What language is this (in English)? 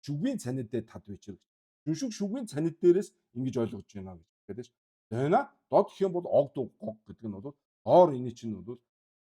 Mongolian